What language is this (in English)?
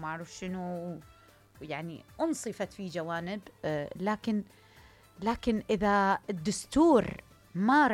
Mesopotamian Arabic